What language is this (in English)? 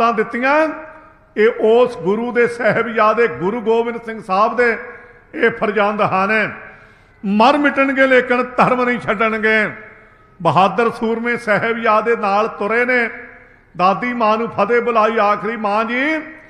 Punjabi